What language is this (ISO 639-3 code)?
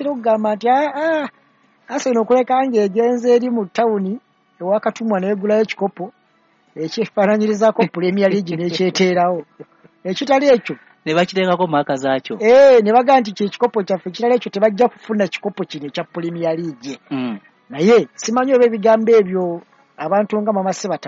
lug